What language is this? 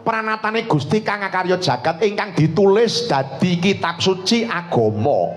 Javanese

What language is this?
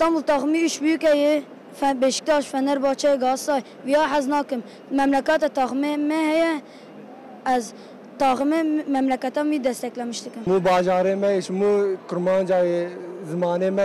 Kurdish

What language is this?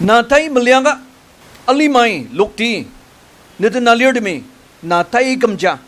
Ao Naga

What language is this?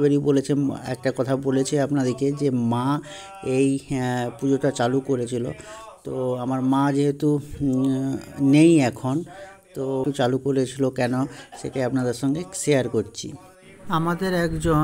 Bangla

